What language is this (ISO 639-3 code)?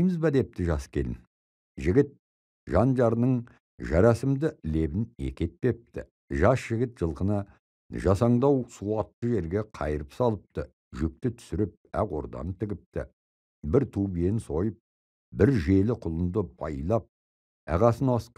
kaz